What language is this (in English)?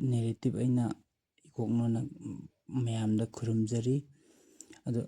Manipuri